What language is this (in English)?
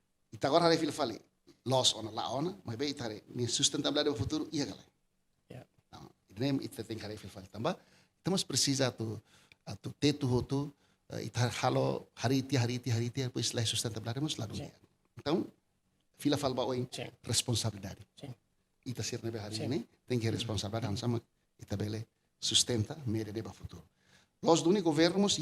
Tetum